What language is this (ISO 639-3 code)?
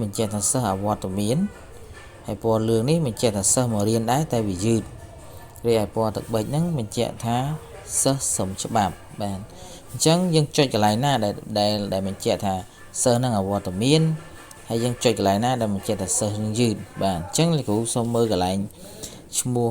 khm